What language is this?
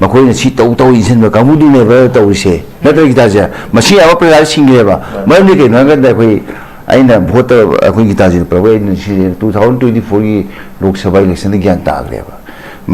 Manipuri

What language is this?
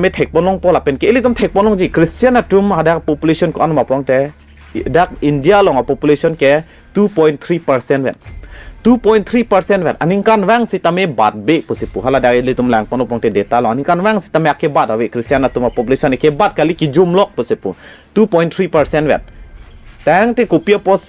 Karbi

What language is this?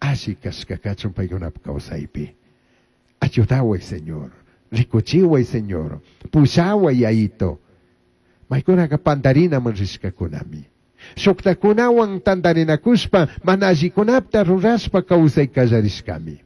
Chimborazo Highland Quichua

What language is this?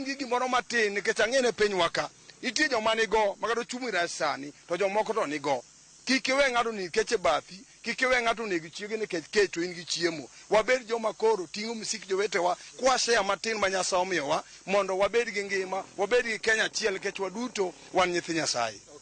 Luo (Kenya and Tanzania)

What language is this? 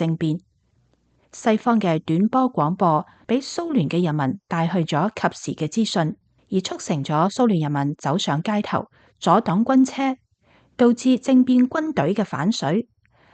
Cantonese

